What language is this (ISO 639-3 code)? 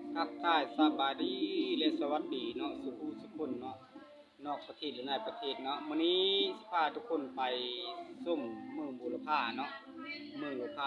lao